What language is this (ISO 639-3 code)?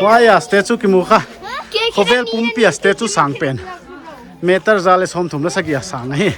pck